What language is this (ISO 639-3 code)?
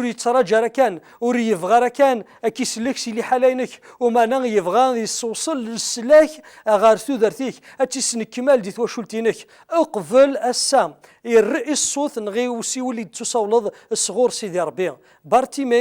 kab